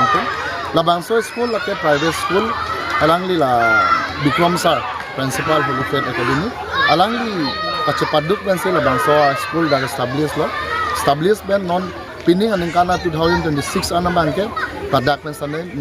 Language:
Karbi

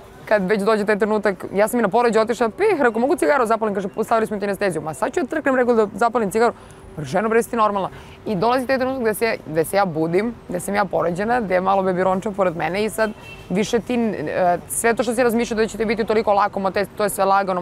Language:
Serbian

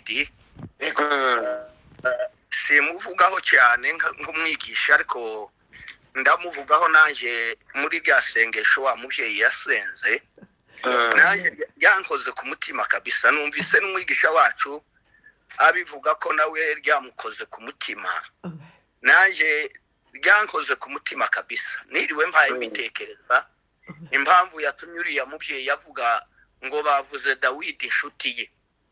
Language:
Kinyarwanda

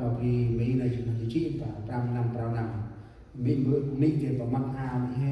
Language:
Central Mnong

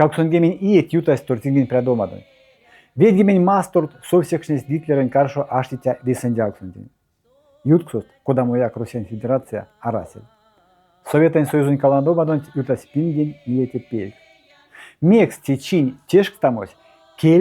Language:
Erzya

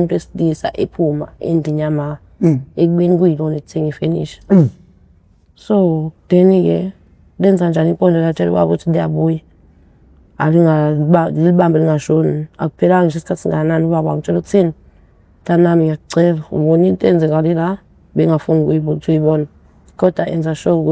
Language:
Zulu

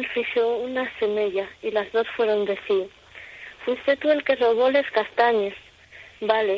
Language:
Asturian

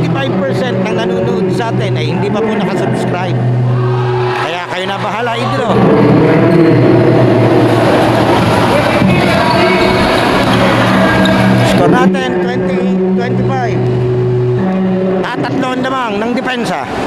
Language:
Filipino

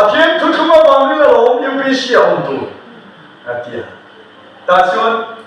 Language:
Mizo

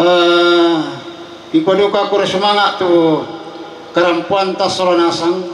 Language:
Toraja-Sa'dan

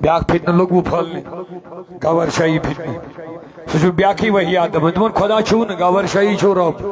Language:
Kashmiri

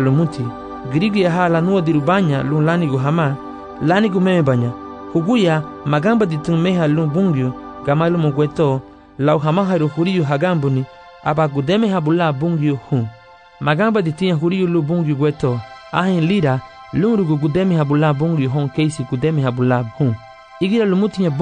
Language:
Garifuna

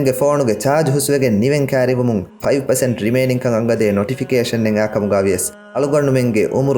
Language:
Divehi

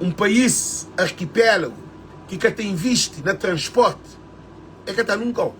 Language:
Kabuverdianu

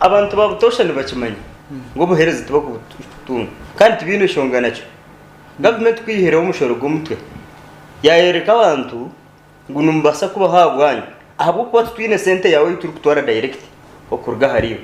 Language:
Nyankole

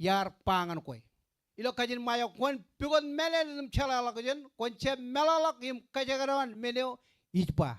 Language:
Marshallese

